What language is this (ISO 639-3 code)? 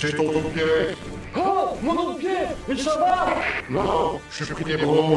pcd